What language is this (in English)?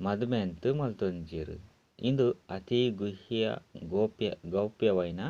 Tulu